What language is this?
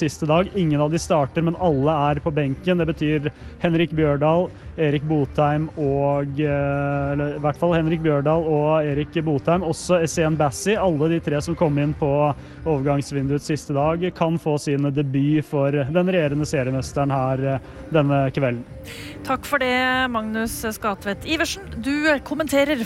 Norwegian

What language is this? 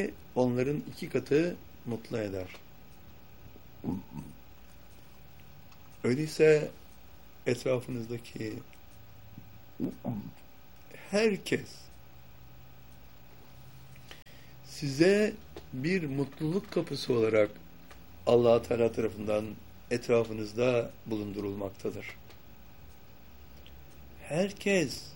Turkish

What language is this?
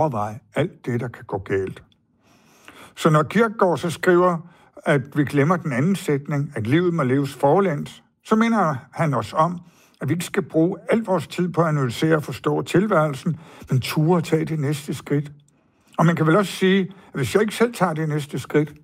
Danish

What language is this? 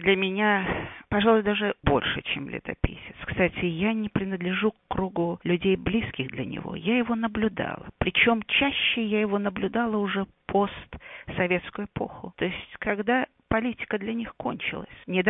Russian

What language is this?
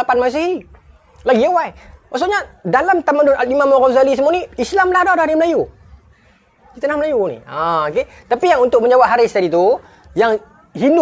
Malay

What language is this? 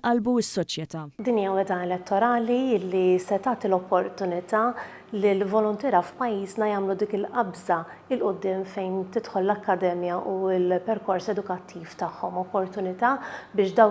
Maltese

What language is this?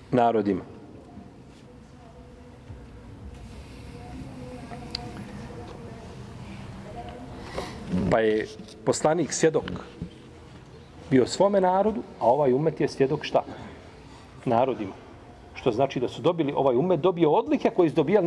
Bosnian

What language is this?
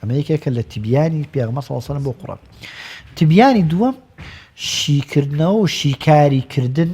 Central Kurdish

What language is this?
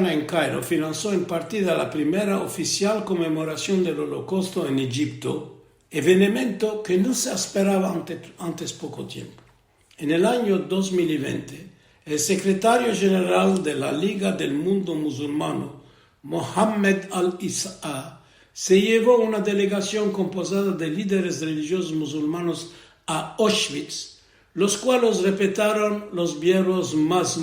Ladino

